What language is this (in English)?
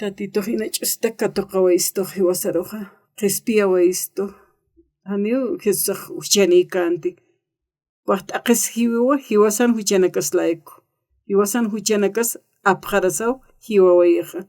Aymara